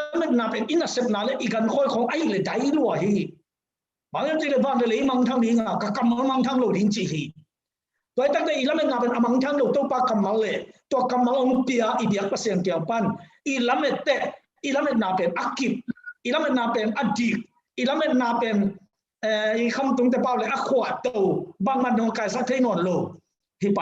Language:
Tedim Chin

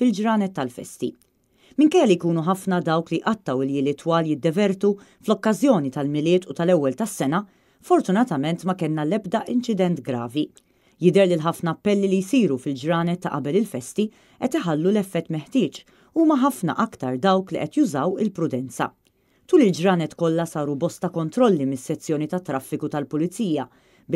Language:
Maltese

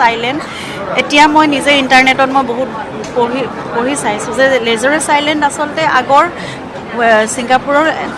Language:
Assamese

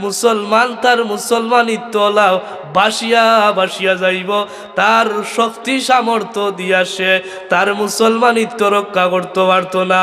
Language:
Sylheti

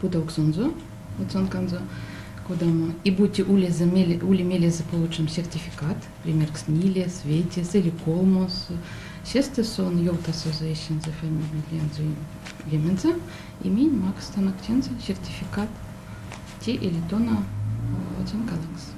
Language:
Erzya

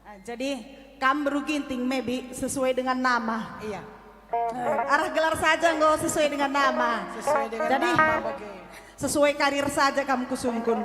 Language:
Batak Karo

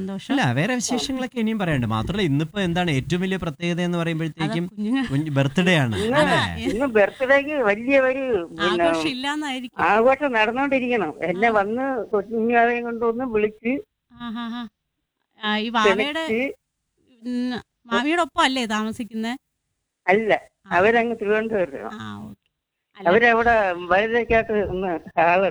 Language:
Malayalam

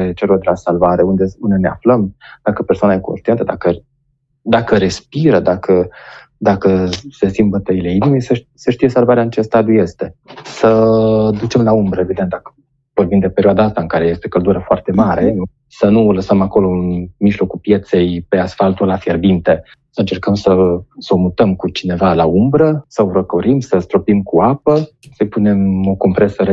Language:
Romanian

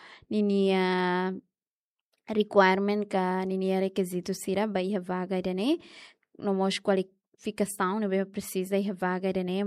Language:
Tetum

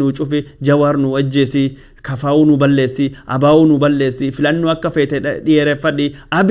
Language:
Oromo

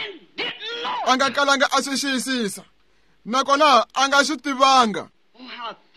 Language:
Tsonga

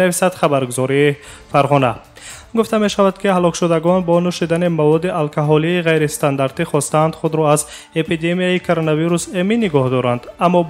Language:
Tajik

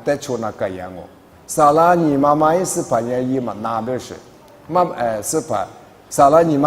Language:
Lisu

